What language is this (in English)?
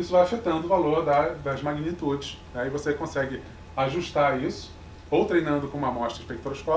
Portuguese